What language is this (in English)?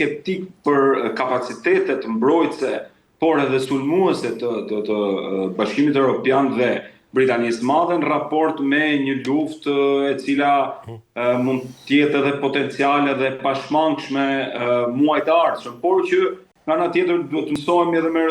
Albanian